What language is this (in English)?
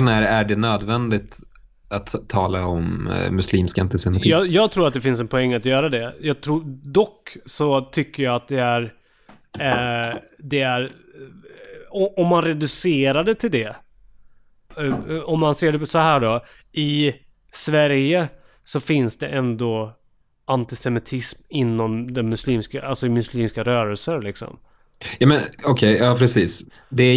Swedish